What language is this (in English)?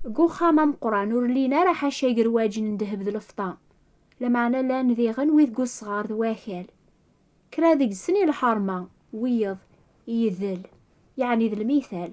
Kabyle